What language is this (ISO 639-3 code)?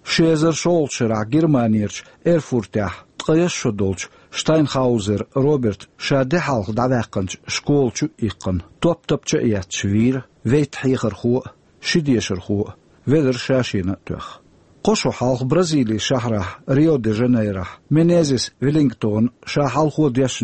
che